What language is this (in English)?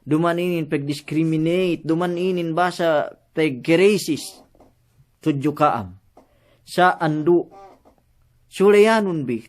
Yakan